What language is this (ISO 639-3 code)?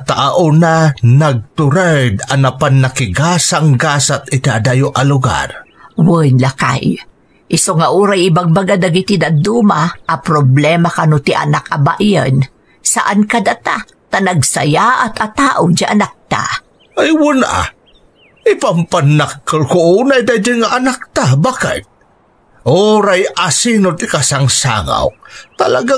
ilo